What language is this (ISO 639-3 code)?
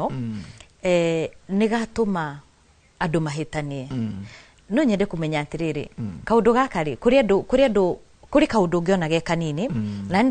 kik